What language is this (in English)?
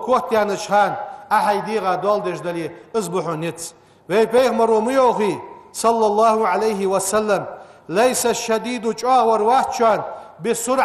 Ingush